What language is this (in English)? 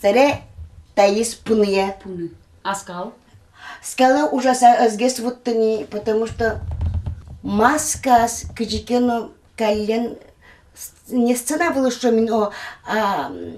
Udmurt